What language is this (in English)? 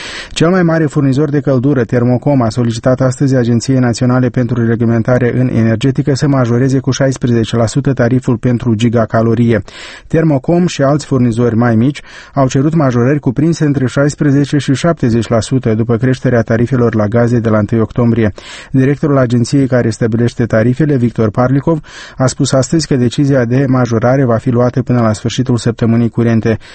Romanian